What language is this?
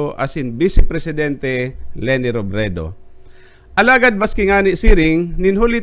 Bikol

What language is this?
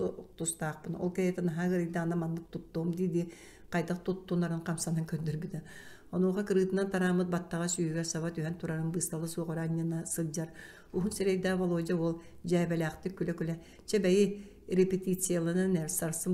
Yakut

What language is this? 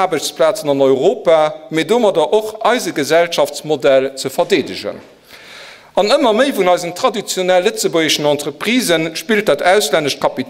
Luxembourgish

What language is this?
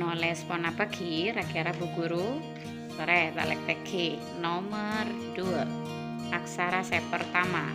Madurese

